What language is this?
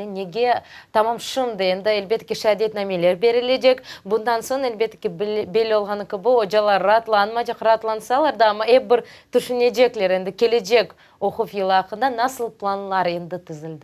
Crimean Tatar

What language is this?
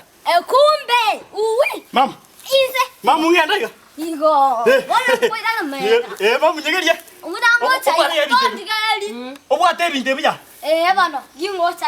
Gusii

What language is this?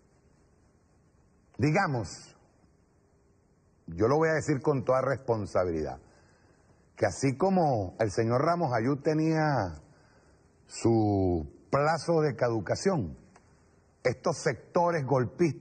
Spanish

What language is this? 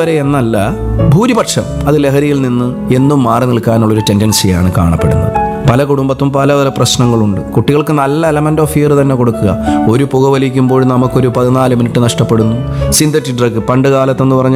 Malayalam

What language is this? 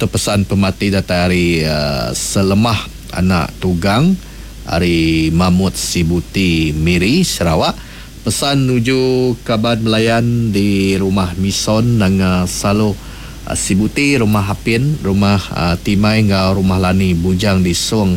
Iban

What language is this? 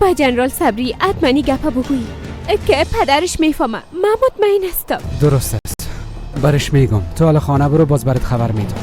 Persian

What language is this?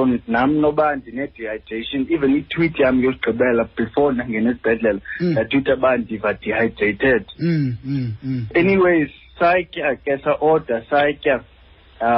Xhosa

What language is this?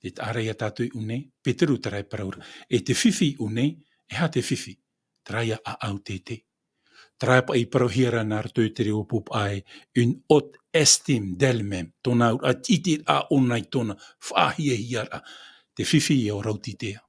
Tahitian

